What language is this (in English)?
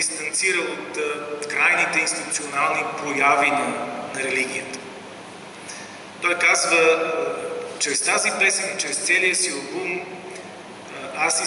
Bulgarian